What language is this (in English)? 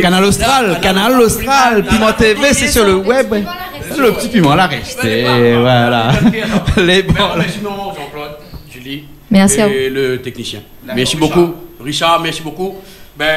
Réunion Creole French